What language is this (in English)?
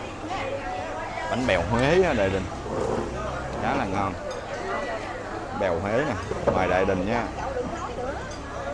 Vietnamese